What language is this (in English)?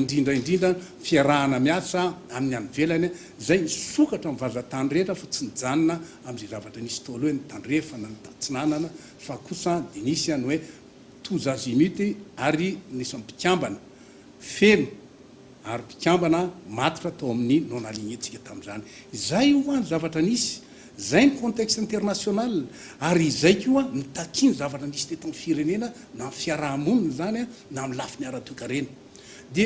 Malagasy